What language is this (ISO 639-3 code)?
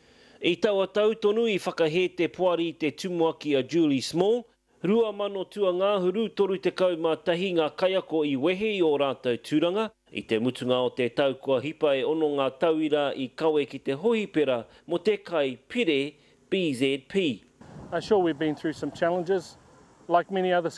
mri